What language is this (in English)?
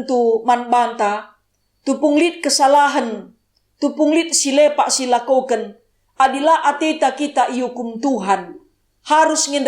Batak Karo